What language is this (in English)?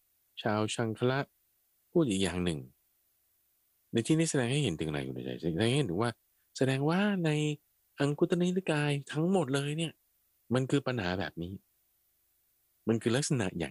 Thai